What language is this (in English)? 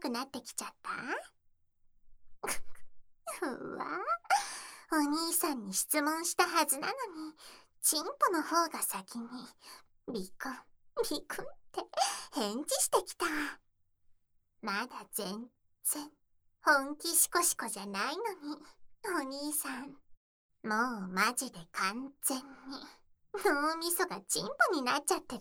Japanese